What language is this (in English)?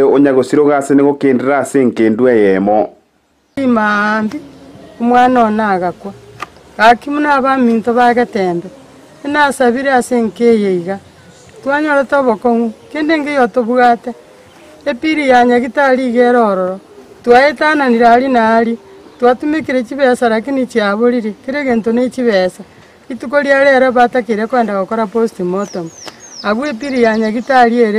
Gusii